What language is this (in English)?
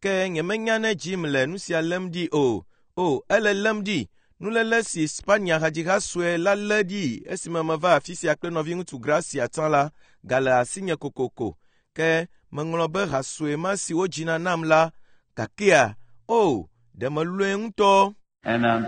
Ewe